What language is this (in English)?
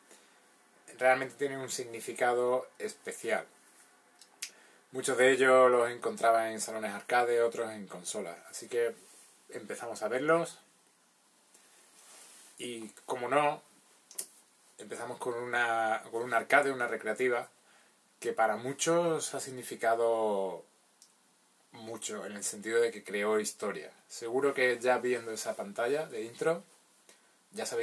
Spanish